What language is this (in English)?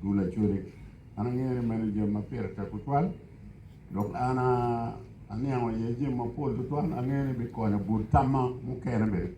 Acoli